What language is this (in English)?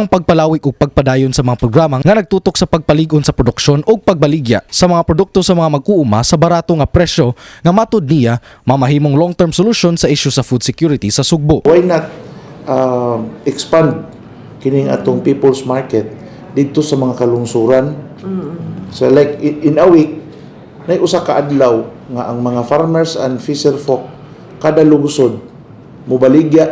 Cebuano